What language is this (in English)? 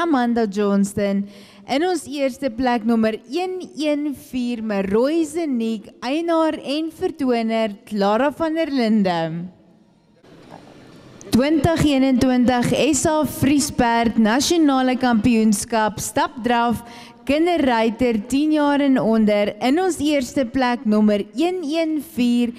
Afrikaans